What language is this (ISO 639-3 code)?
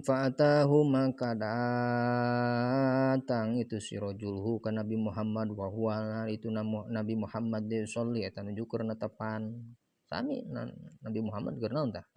sun